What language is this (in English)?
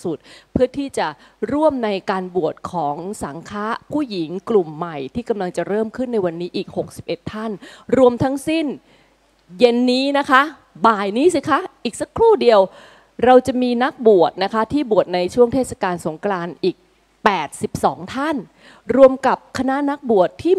Thai